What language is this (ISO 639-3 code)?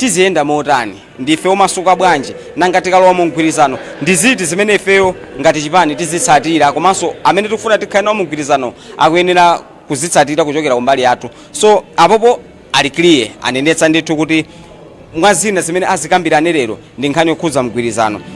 nya